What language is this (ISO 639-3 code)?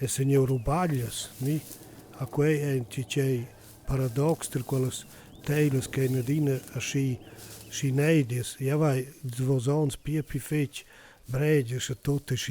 roh